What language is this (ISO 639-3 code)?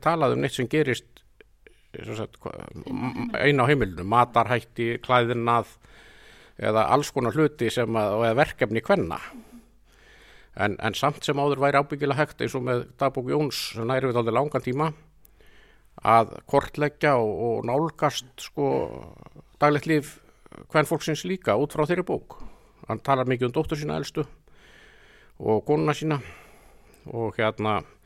isl